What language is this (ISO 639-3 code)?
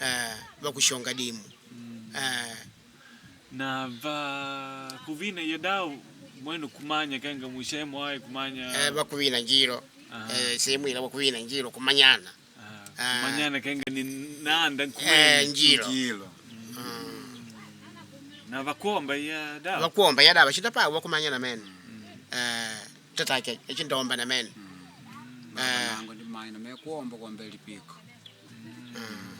kde